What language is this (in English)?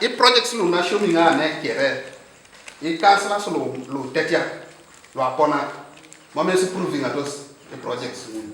Teso